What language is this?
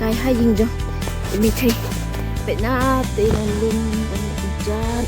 Khasi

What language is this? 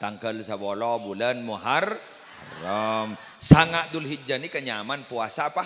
Madurese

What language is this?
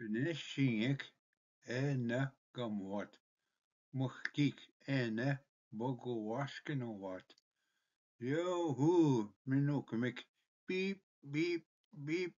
Ojibwa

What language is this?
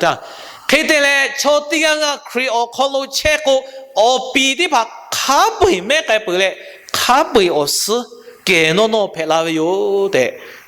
Lahu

